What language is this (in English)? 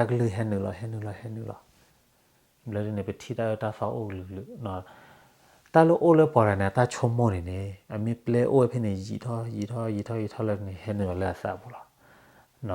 S'gaw Karen